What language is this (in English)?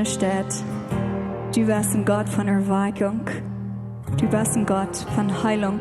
Plautdietsch